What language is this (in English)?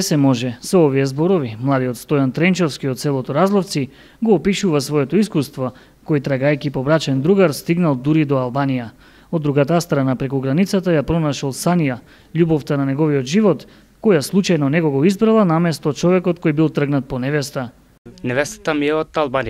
Macedonian